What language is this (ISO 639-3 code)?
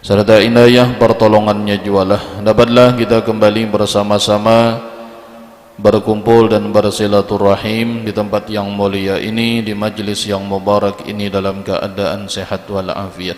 bjn